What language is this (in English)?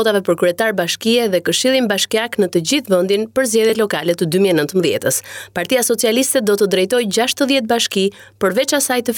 Albanian